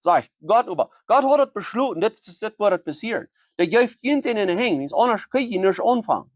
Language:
Plautdietsch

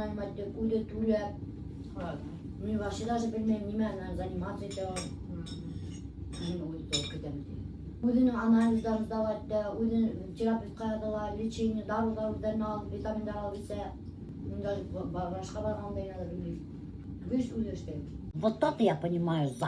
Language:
Bashkir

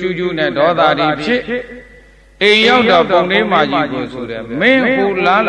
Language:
Burmese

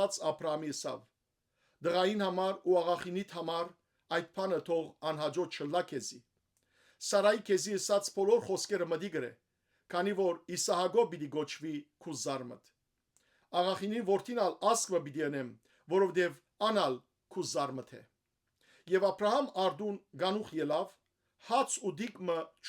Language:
Western Armenian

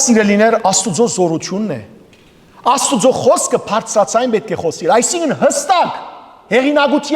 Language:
Western Armenian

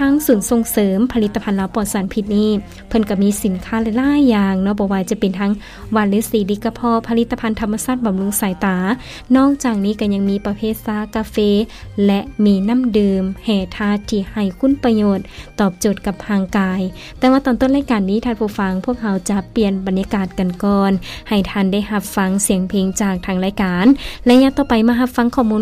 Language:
Lao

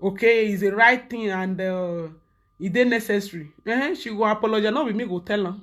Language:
Nigerian Pidgin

